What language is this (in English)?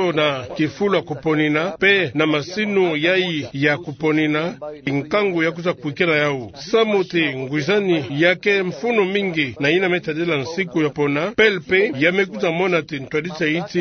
Kituba (Democratic Republic of Congo)